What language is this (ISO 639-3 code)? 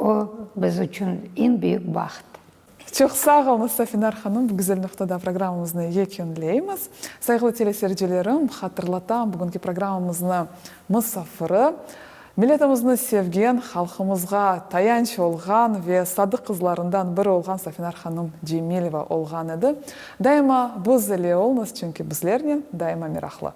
crh